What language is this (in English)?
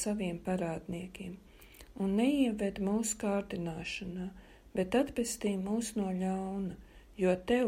Latvian